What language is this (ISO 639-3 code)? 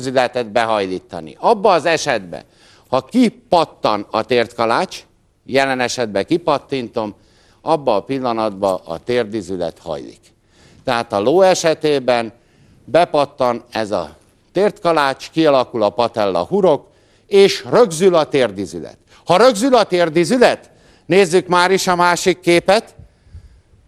hun